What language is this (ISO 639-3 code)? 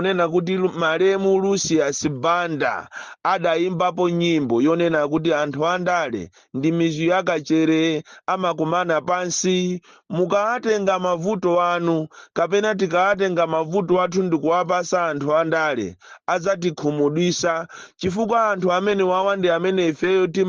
nya